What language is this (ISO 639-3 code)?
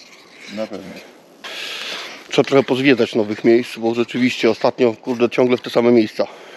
pol